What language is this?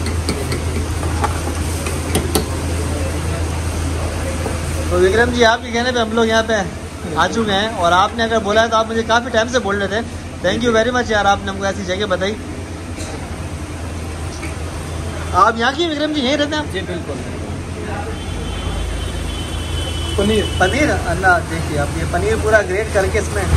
Hindi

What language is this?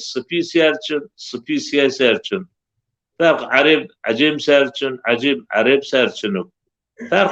Zaza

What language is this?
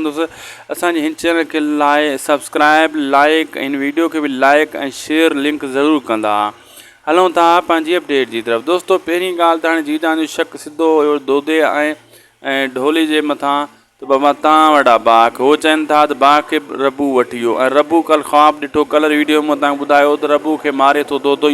Sindhi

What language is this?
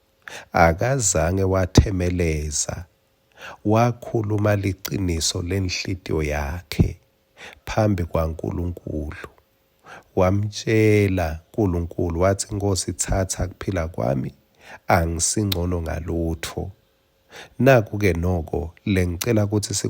Swati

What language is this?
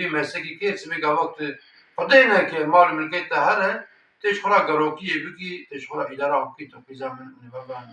Kurdish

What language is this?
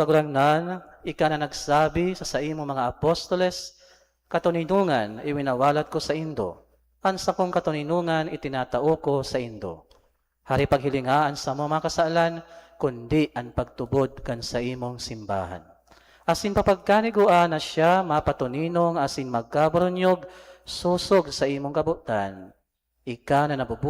Bikol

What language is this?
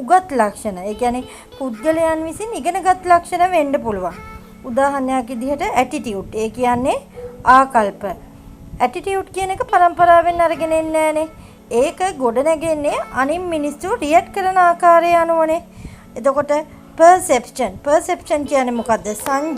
Sinhala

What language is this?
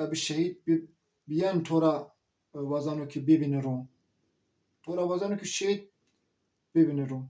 Zaza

